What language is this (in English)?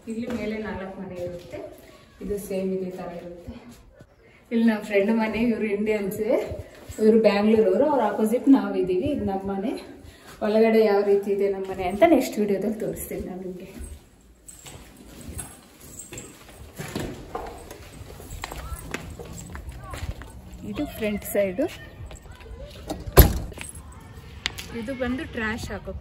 Kannada